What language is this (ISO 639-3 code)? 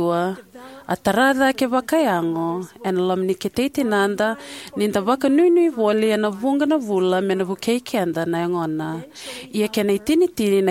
fij